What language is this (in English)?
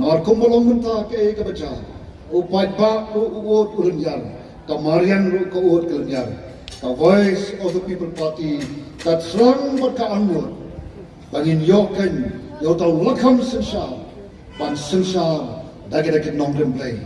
Khasi